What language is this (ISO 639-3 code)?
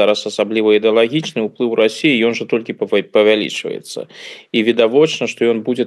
bel